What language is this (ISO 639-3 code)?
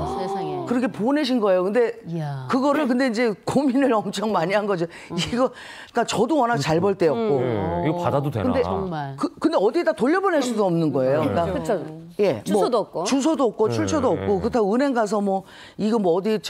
kor